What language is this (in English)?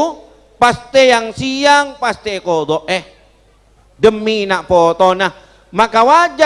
Madurese